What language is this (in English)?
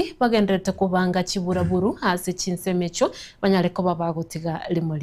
Gusii